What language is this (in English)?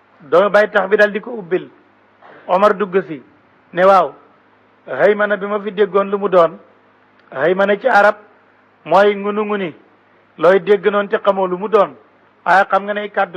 Wolof